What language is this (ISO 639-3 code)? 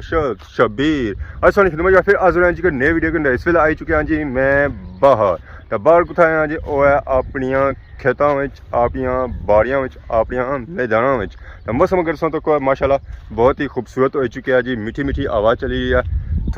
phr